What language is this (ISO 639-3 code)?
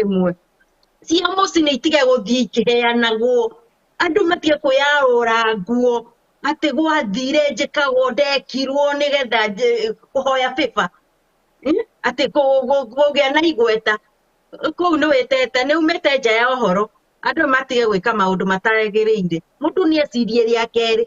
kik